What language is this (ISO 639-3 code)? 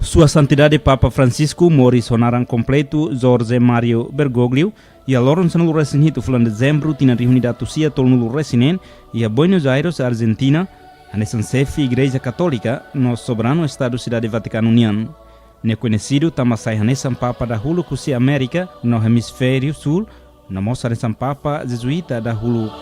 tet